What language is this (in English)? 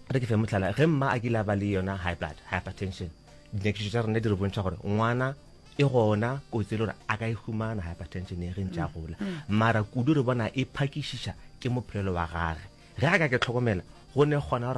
Northern Sotho